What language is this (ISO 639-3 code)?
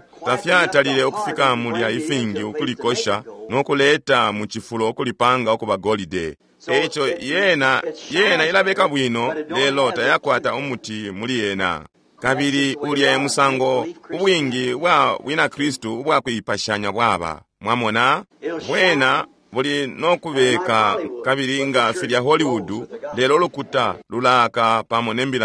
bem